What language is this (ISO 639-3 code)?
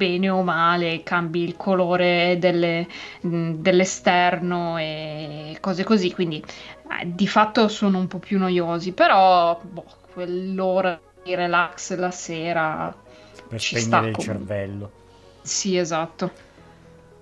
ita